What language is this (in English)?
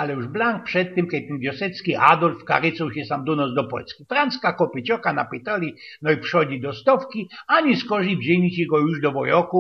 Silesian